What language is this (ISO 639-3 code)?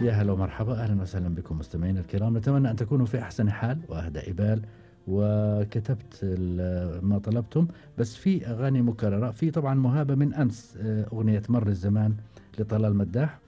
afb